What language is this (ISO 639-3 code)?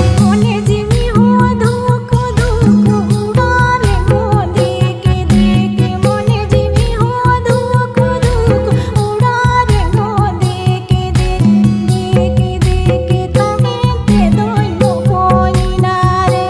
sat